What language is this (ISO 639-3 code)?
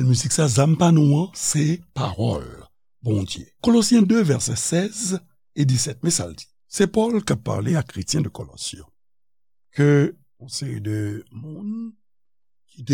hat